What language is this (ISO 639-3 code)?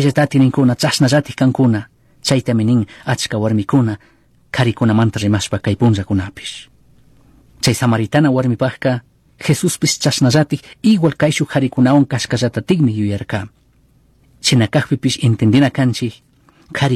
qug